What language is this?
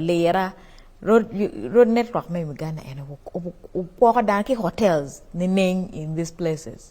Acoli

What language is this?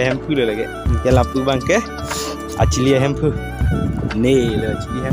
Karbi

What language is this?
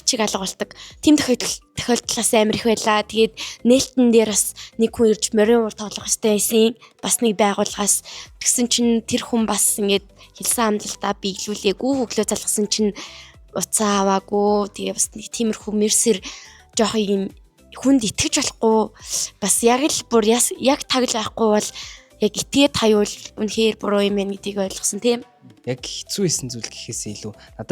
Mongolian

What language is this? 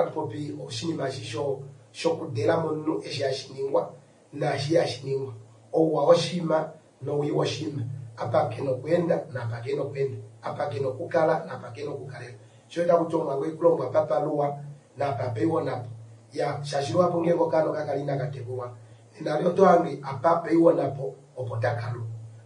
Kuanyama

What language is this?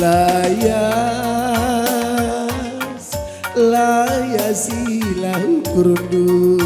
Batak Karo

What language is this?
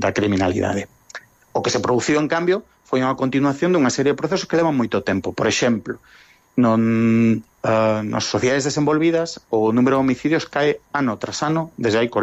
Galician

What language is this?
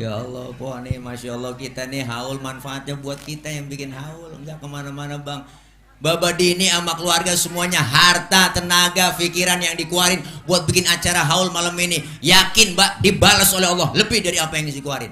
Betawi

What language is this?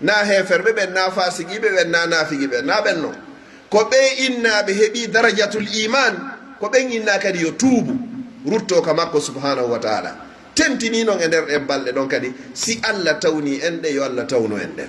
Pular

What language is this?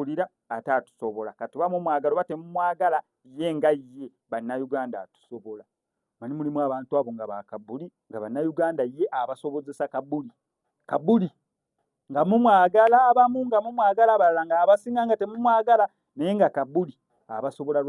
Ganda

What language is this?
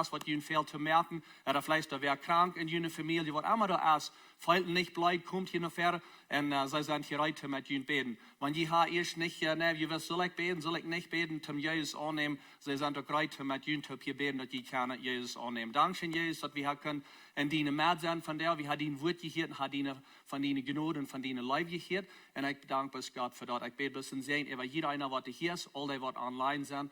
Plautdietsch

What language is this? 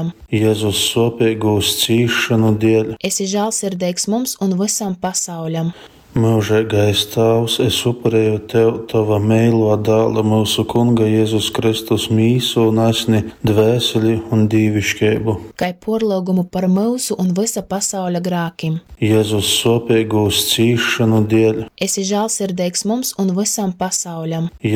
Latgalian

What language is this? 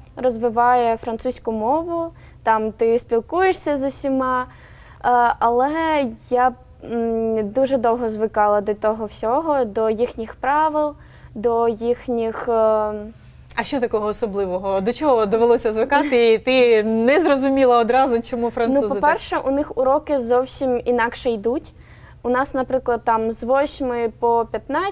Ukrainian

